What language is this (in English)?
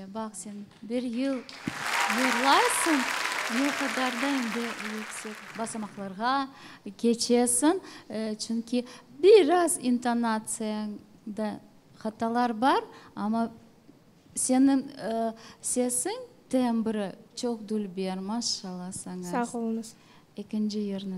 Crimean Tatar